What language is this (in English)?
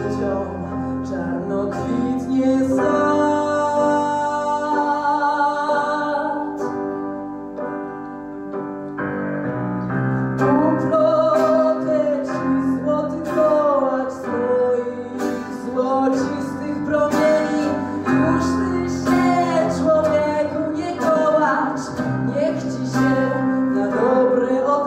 Polish